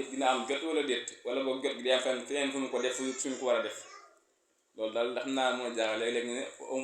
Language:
Wolof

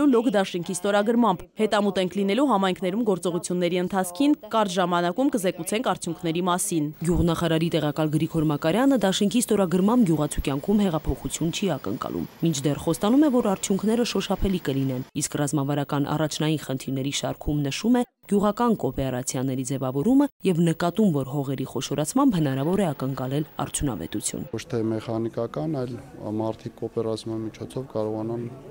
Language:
Armenian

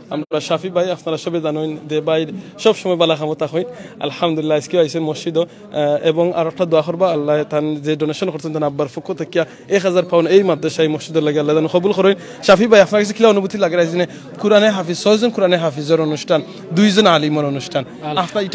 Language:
Sylheti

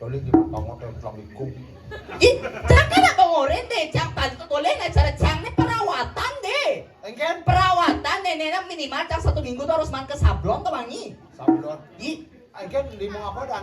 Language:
Balinese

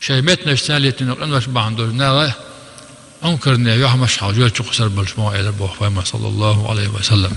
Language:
Chechen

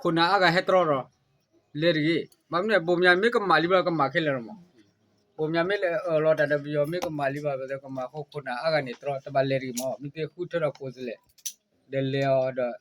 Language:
S'gaw Karen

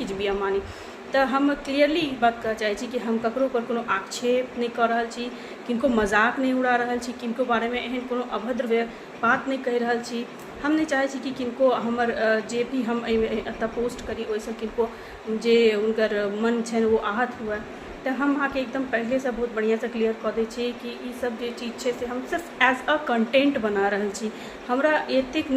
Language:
Maithili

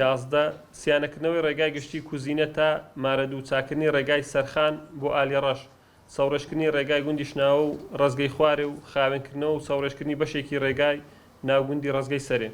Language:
Central Kurdish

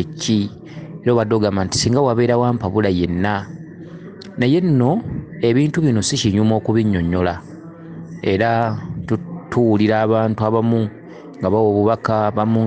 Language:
Ganda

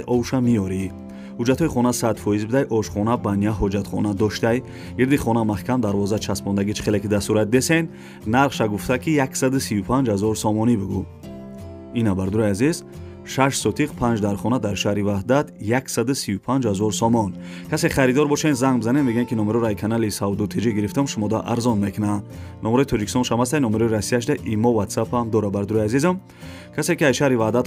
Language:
Tajik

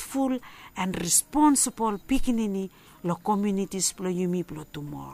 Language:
Bislama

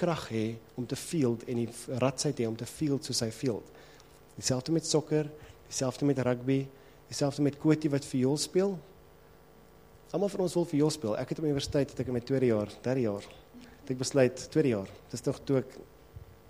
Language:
Afrikaans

